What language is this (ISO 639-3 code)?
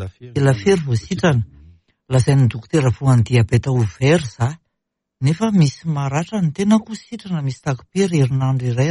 mlg